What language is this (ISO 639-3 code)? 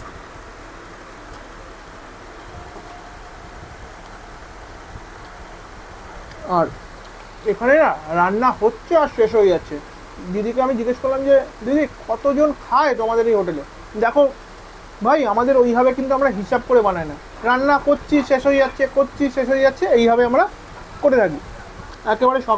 ben